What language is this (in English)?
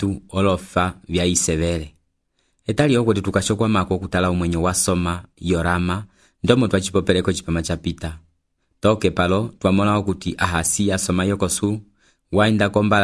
Umbundu